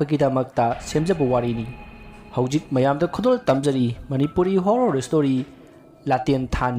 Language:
Manipuri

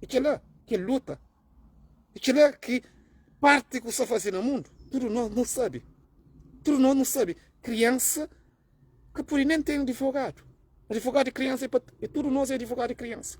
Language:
Kabuverdianu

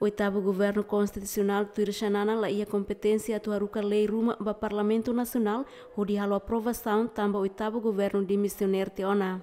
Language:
Tetum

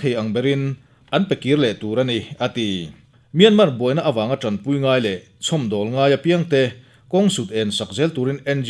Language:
Mizo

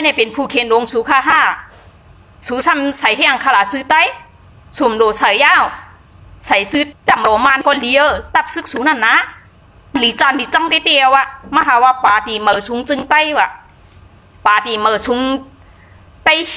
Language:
Shan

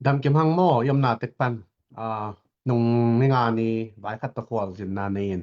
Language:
Tedim Chin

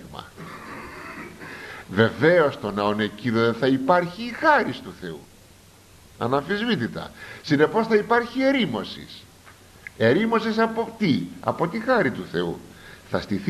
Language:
Greek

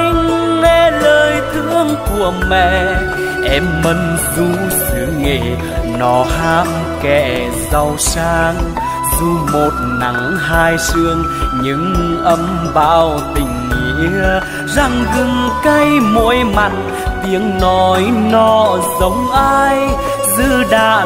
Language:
Vietnamese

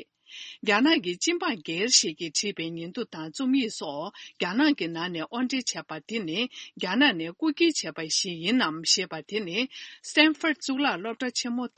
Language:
Tibetan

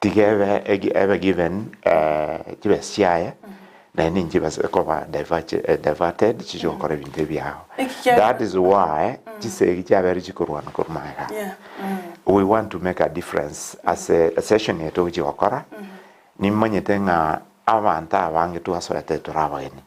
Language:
Gusii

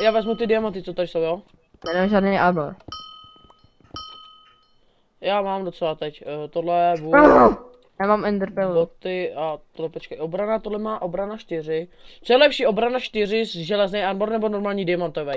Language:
Czech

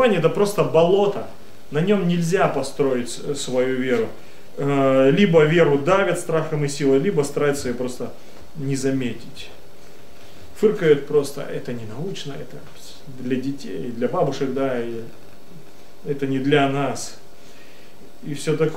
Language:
Russian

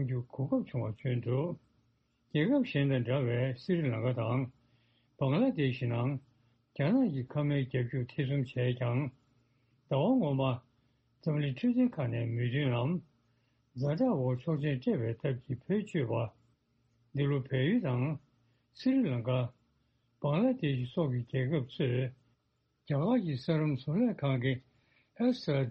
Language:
Tibetan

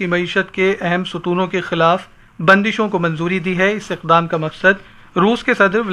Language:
Urdu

